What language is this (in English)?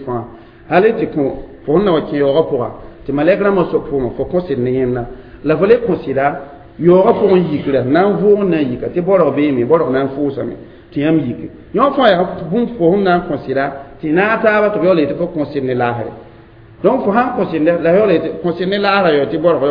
Mossi